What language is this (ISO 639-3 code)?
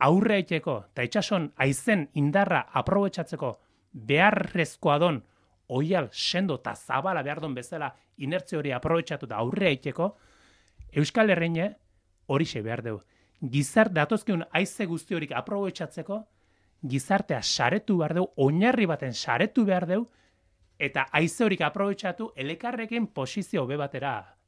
eus